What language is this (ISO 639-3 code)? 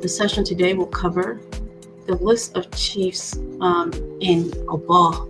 ach